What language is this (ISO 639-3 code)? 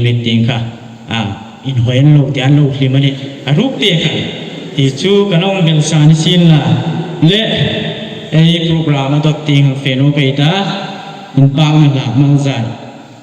hmr